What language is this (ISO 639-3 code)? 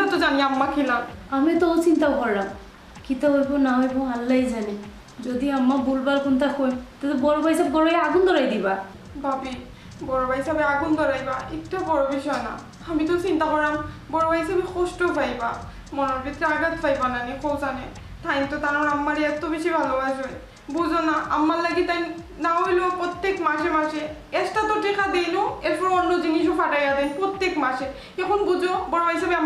syl